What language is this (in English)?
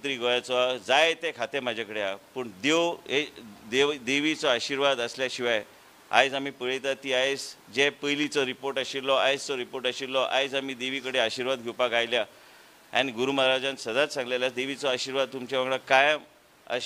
Konkani